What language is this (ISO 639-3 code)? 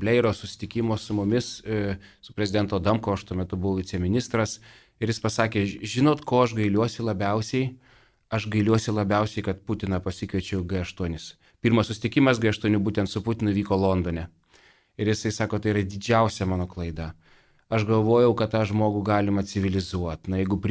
lit